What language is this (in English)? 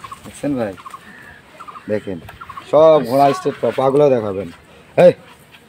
Bangla